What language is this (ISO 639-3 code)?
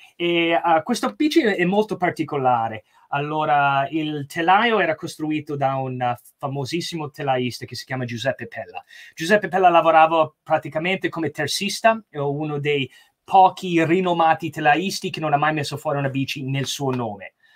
ita